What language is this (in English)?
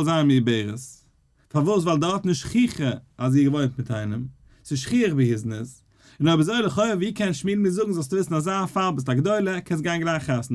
Yiddish